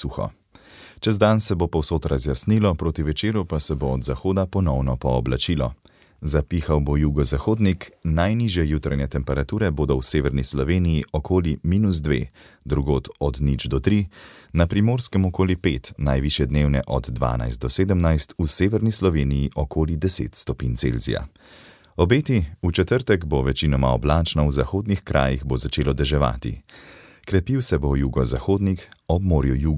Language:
Slovenian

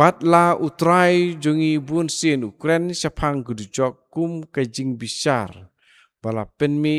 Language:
Khasi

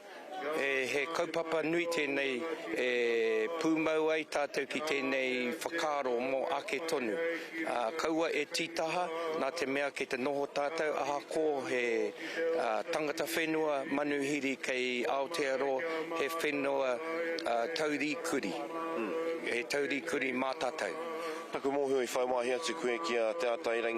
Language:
Māori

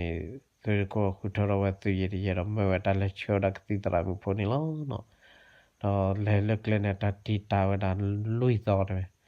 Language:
S'gaw Karen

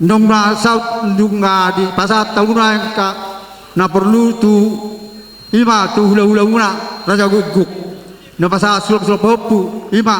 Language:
Batak Toba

